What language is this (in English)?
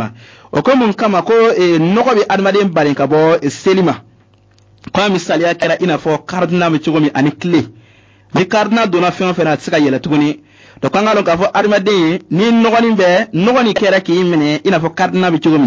Bambara